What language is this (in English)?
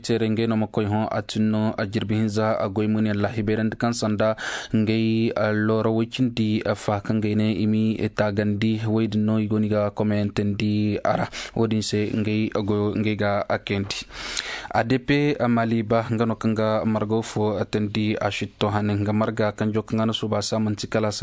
Koyraboro Senni